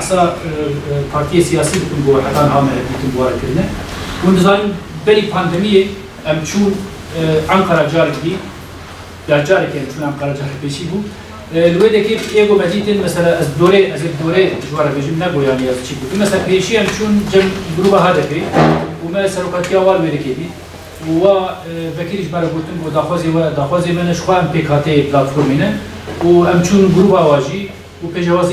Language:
Kurdish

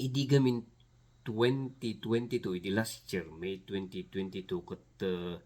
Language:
Iloko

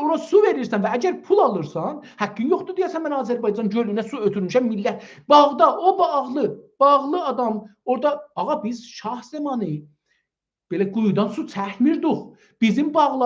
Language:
South Azerbaijani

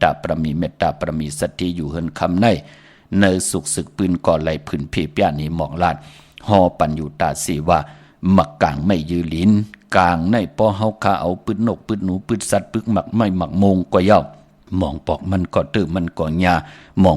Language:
Shan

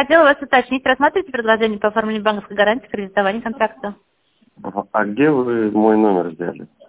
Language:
Russian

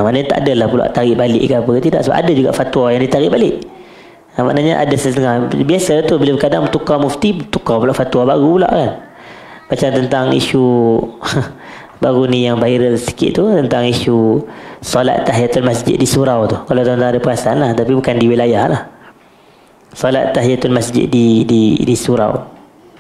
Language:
Malay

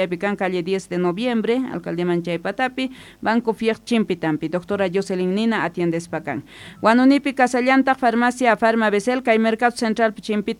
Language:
South Bolivian Quechua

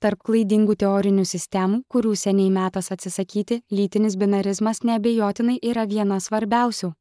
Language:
Lithuanian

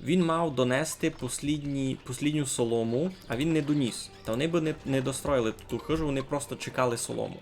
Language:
Rusyn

